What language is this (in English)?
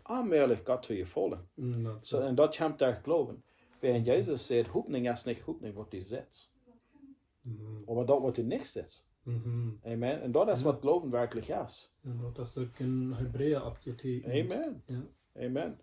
Plautdietsch